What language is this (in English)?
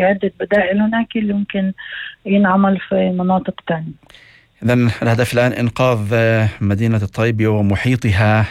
North Levantine Arabic